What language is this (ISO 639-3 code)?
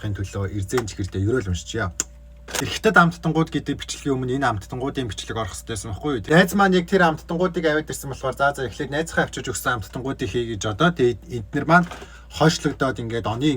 mon